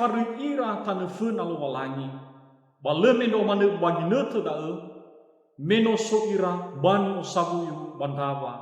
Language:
Nias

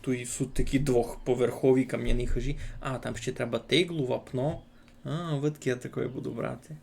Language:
Rusyn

